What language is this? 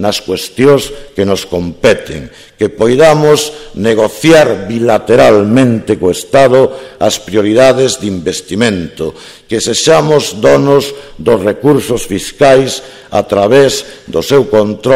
Galician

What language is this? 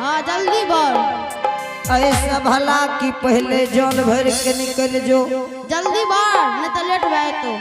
Angika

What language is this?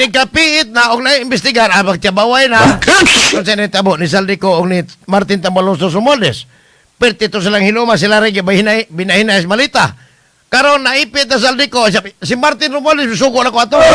Cebuano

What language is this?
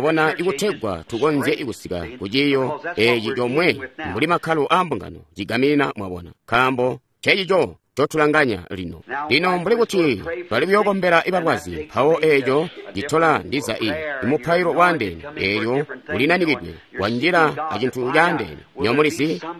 Tonga (Zambia)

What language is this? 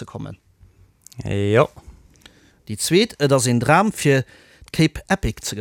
Luxembourgish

